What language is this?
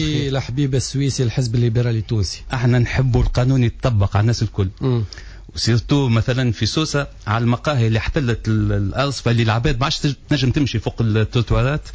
Tunisian Arabic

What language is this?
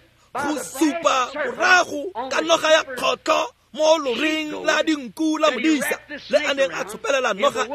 Tswana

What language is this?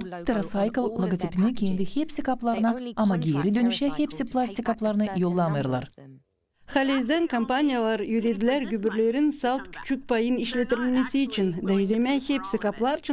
Gagauz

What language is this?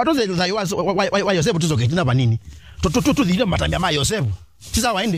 Kamba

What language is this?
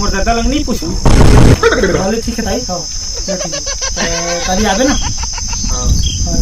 Chhattisgarhi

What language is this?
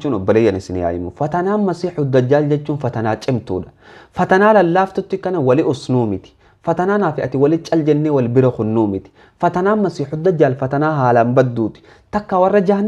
Oromo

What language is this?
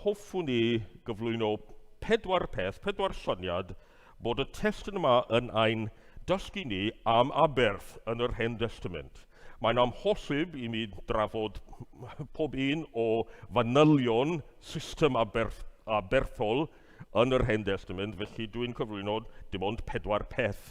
Welsh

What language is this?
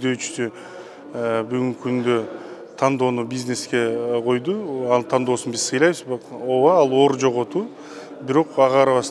Kyrgyz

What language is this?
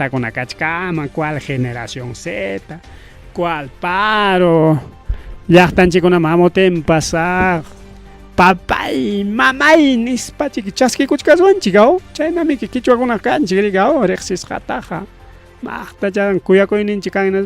Ayacucho Quechua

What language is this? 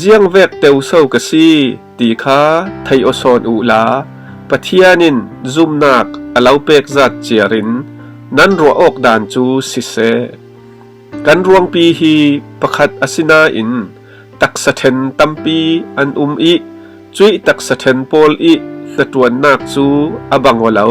Falam Chin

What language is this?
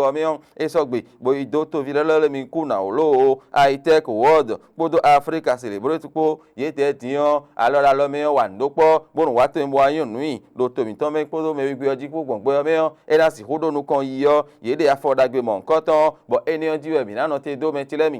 Fon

